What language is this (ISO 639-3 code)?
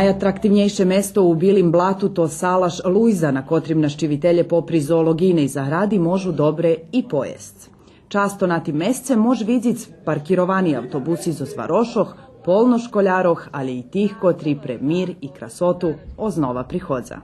rue